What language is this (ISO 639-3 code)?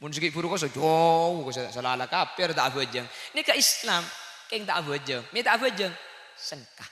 mad